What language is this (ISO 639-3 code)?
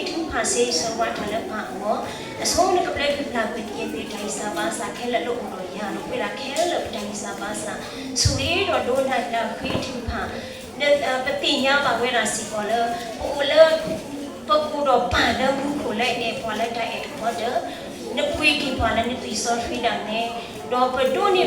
ksw